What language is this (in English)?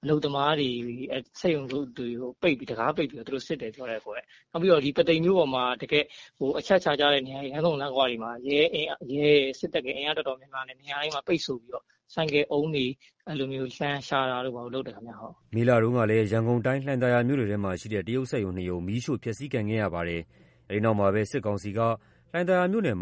Burmese